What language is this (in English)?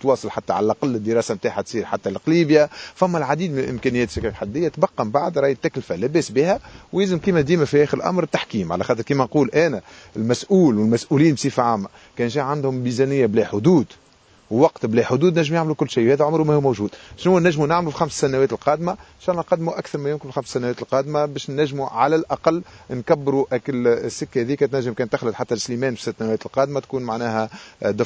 Tunisian Arabic